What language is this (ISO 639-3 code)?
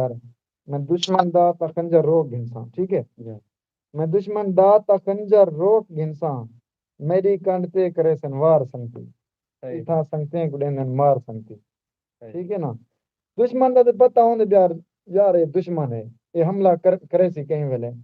skr